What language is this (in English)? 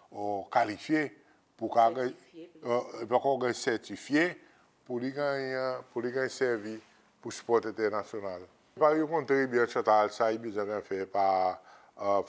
Seselwa Creole French